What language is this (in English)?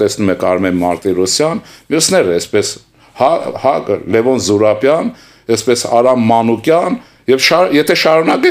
Armenian